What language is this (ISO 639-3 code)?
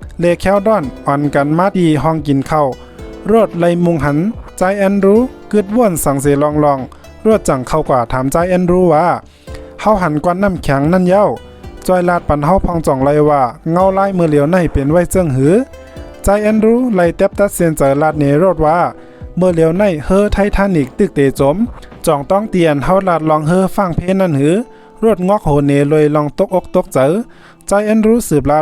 shn